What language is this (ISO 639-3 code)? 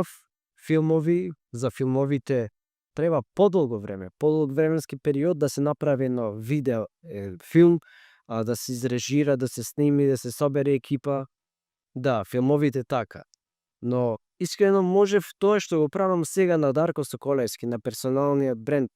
mkd